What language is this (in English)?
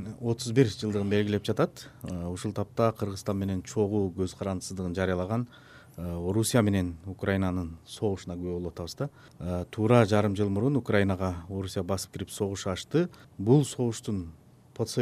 Kyrgyz